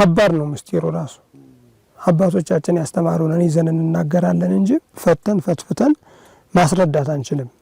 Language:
Amharic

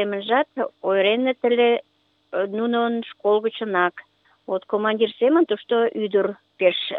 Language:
Mari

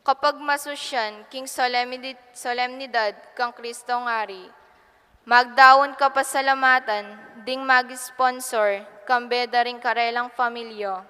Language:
Pampanga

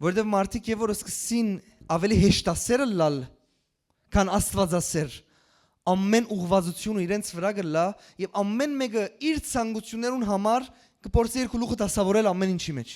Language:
Western Armenian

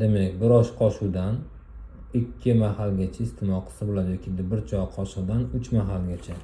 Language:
Uzbek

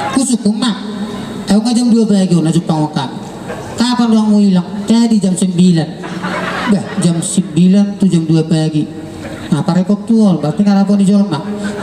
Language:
Batak Toba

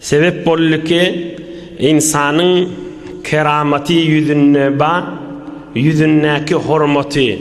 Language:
Turkmen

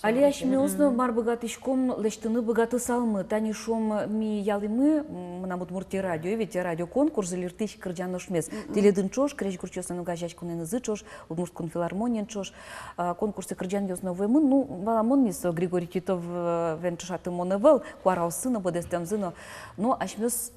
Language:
Udmurt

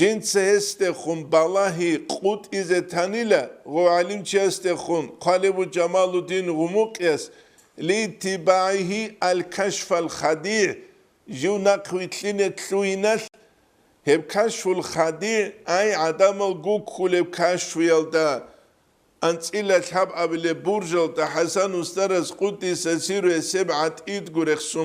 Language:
Avaric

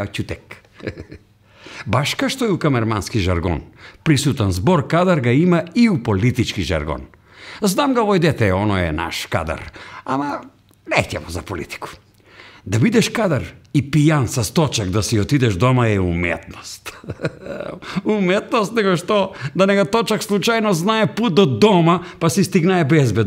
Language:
Macedonian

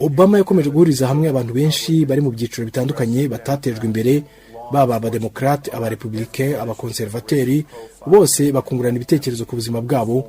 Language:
Kinyarwanda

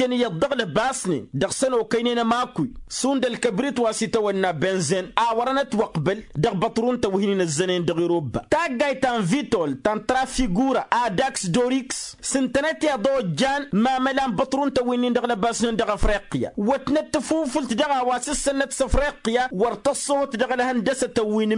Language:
Tamasheq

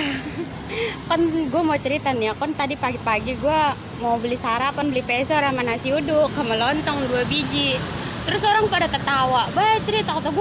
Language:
Betawi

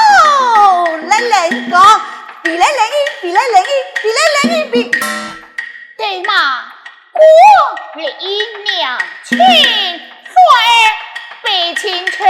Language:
Pu-Xian Chinese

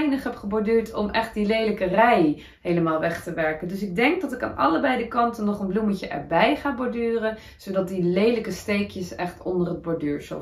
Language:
Dutch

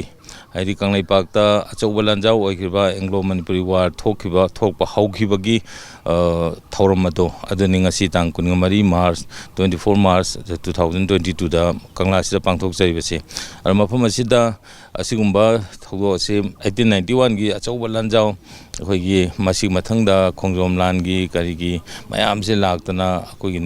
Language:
Manipuri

